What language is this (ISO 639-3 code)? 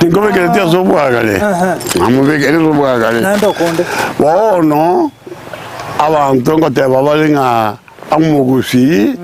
guz